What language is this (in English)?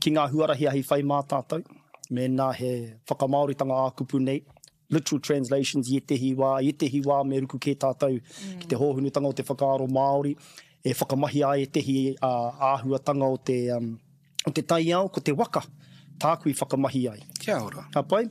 Māori